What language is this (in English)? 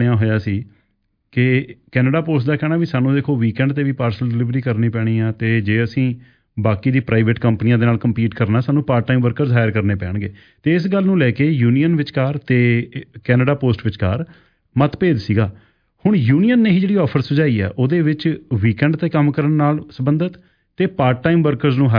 Punjabi